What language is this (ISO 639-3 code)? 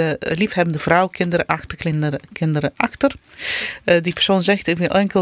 nld